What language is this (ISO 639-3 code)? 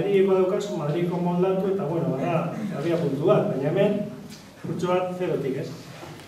eus